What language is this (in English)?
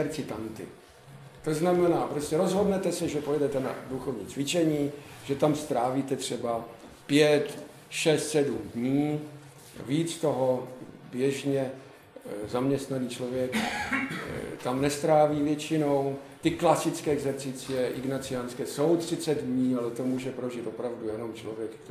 Czech